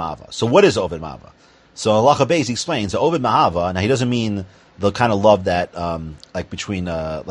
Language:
English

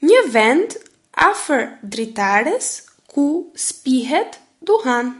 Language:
Albanian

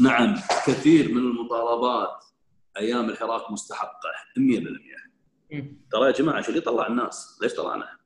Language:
Gulf Arabic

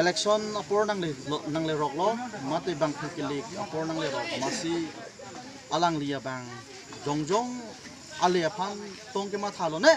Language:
Karbi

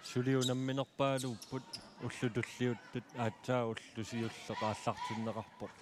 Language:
Kalaallisut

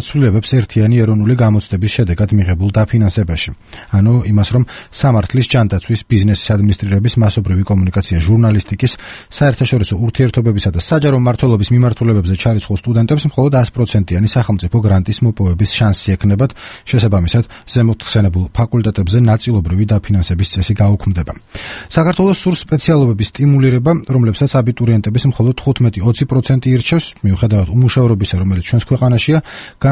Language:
Georgian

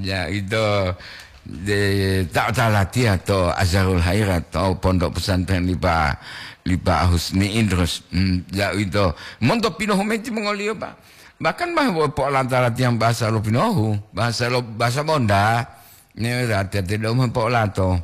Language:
Gorontalo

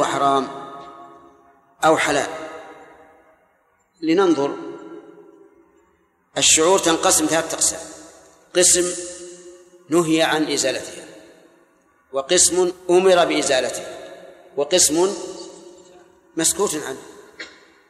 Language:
Arabic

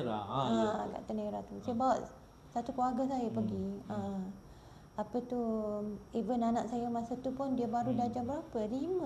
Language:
Malay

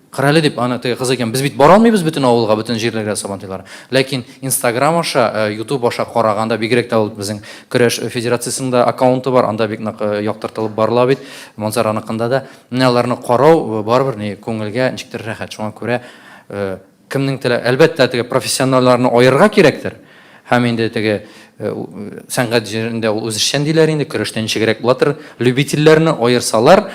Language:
Tatar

